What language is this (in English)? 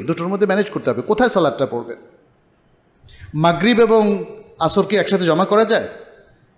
Bangla